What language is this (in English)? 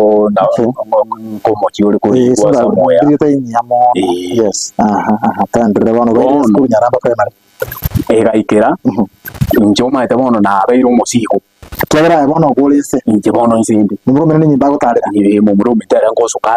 Gusii